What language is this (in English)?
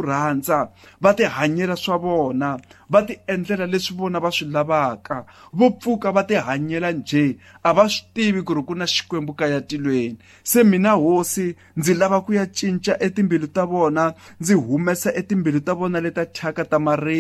Tsonga